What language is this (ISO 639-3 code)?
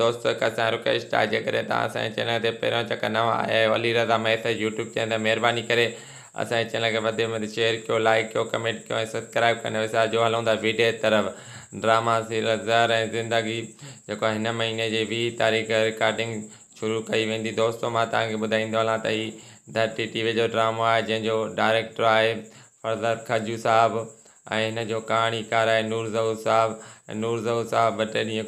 snd